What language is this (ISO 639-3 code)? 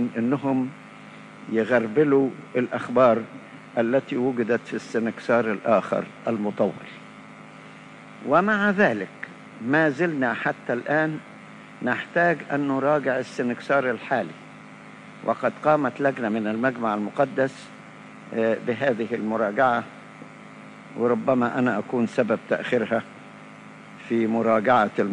arz